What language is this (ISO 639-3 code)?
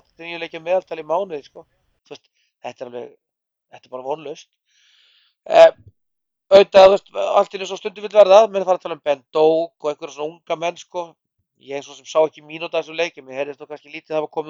isl